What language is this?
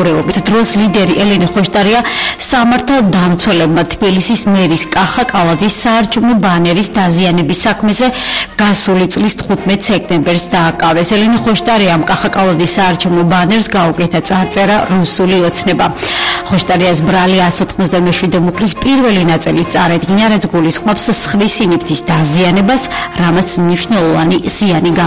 Georgian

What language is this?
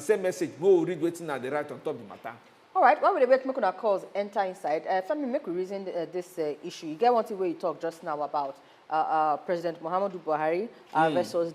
Nigerian Pidgin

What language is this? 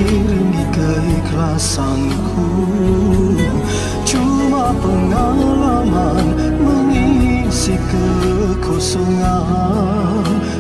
Malay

